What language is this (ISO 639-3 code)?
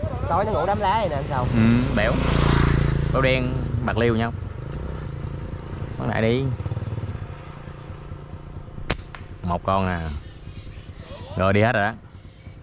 vie